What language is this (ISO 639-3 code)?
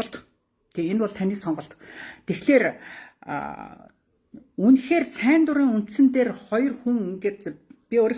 mon